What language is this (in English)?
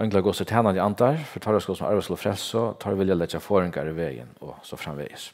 Faroese